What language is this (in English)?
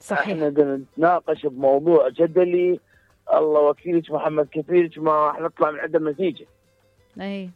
Mesopotamian Arabic